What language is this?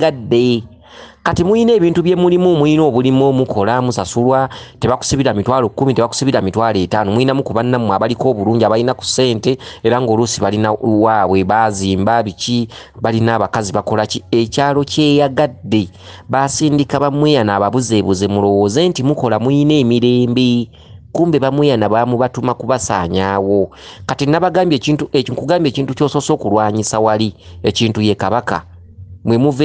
Ganda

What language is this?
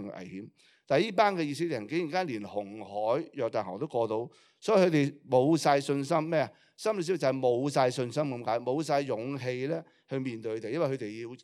Cantonese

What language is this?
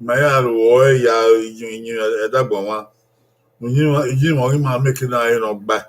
Bini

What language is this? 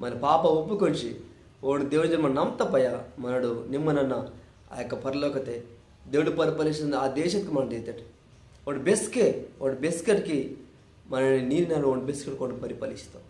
Koya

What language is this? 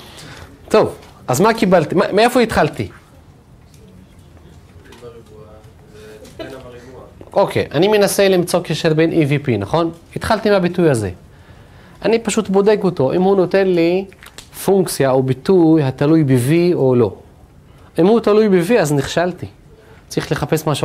Hebrew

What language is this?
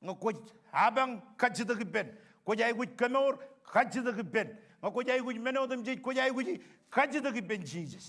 Marshallese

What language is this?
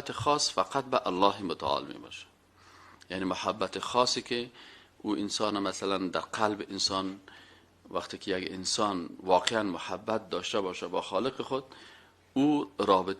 Persian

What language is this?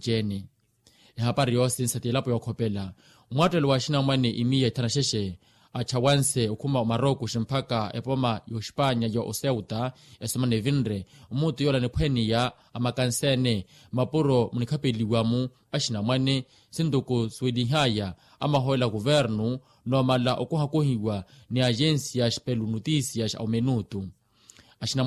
Makhuwa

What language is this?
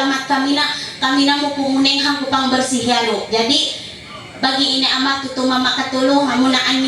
Ma'anyan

